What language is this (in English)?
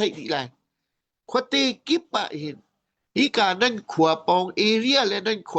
Hakha Chin